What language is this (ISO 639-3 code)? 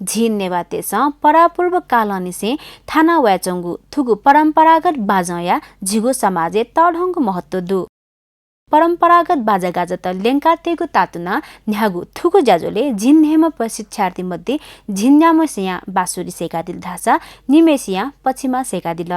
new